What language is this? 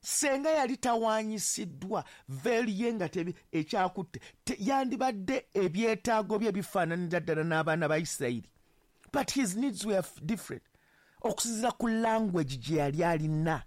Ganda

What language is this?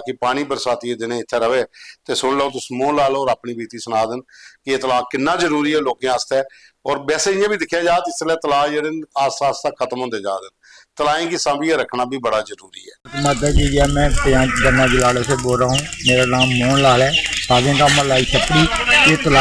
Dogri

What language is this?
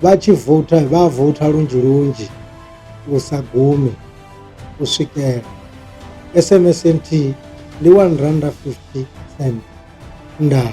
Venda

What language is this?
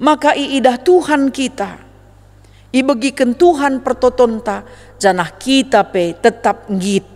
Batak Karo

